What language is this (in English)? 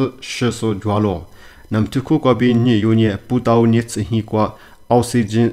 Lisu